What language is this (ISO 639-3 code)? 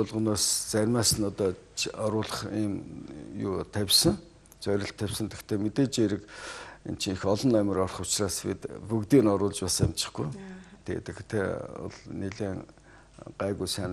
mon